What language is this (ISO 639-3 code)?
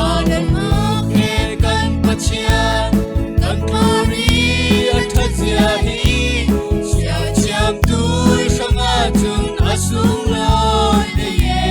cfm